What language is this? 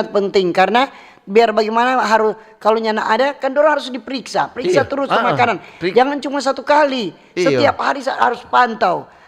Manado Malay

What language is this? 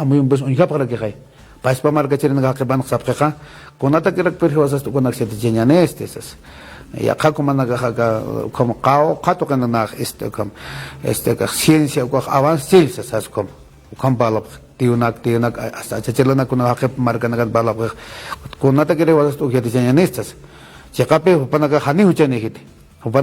Aymara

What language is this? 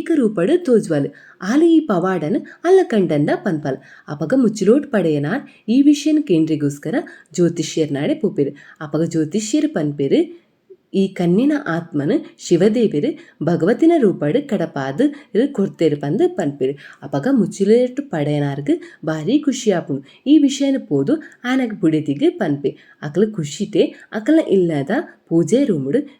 Tulu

